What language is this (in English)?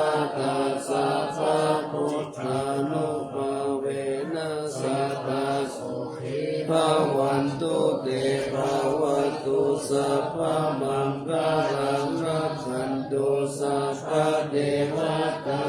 Pali